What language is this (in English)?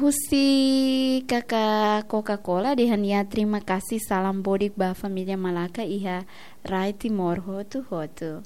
Tetum